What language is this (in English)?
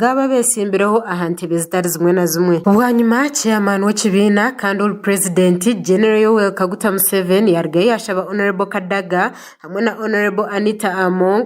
Nyankole